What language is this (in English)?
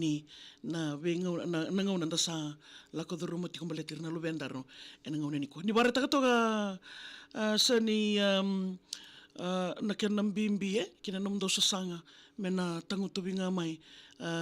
Fijian